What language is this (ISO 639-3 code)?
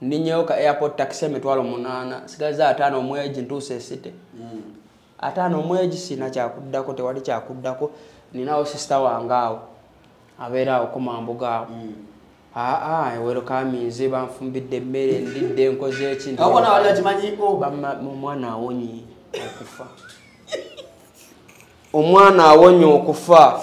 lug